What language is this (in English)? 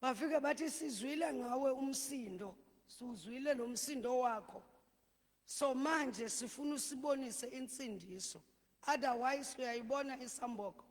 Zulu